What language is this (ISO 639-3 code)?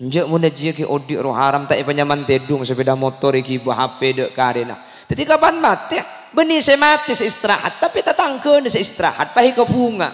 mad